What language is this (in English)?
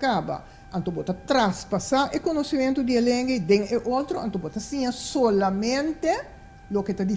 Papiamento